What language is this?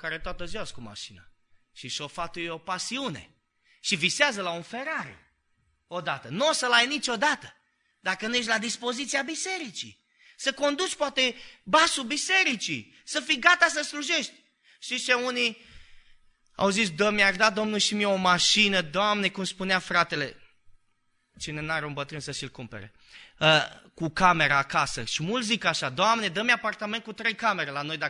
Romanian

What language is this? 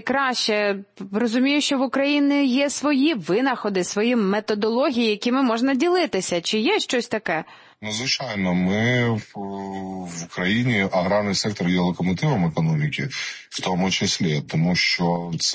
Ukrainian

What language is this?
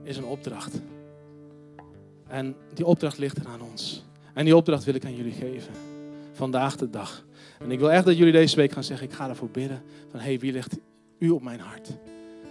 Dutch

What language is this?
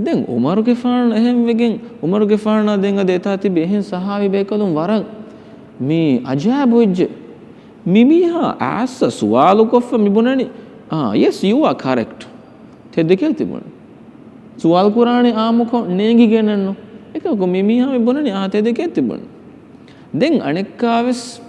Divehi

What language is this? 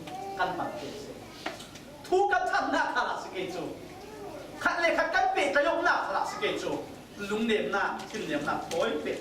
Falam Chin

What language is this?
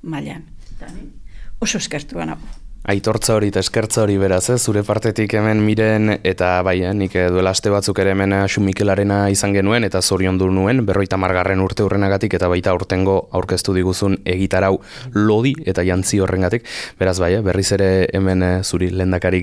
Basque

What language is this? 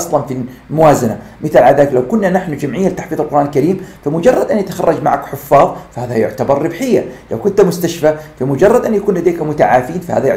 Arabic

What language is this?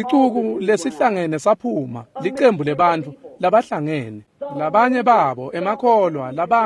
Swati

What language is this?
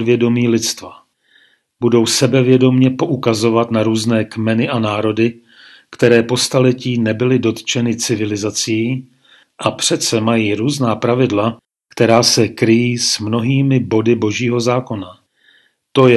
Czech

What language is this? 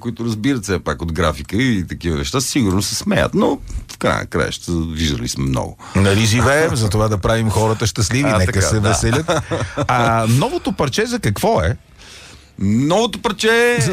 Bulgarian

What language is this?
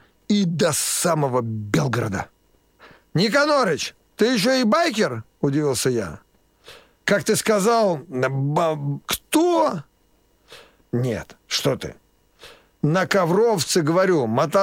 Russian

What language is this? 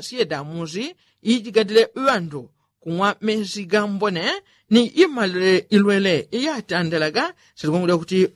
Yao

